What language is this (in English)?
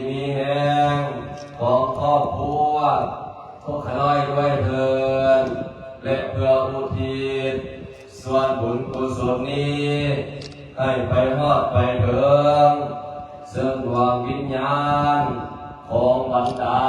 Lao